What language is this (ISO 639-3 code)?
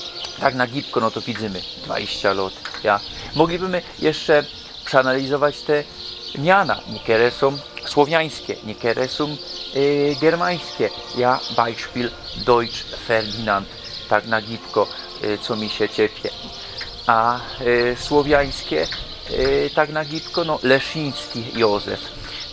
szl